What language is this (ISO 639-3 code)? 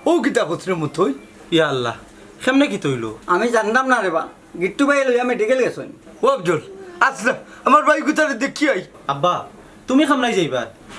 syl